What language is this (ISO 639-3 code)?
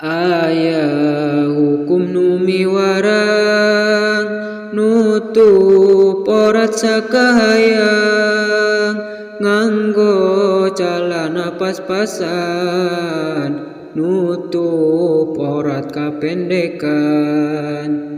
sun